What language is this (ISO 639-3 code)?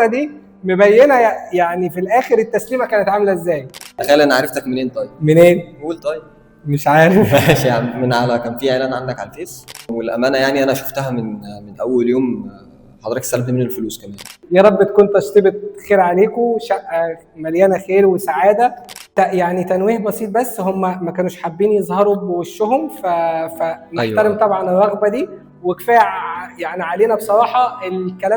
arz